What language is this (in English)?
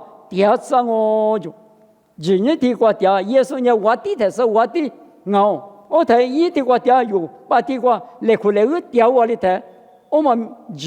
Lisu